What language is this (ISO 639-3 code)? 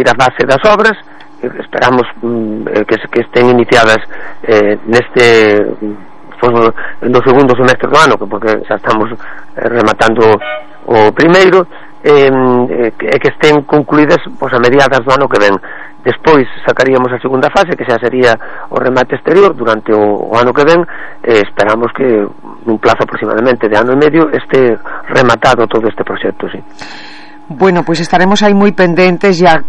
glg